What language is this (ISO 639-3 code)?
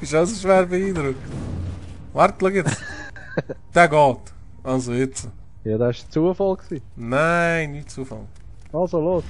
gsw